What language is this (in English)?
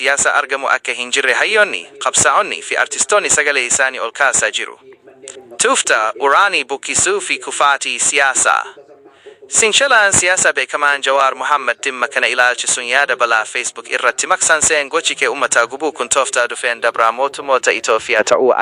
Oromo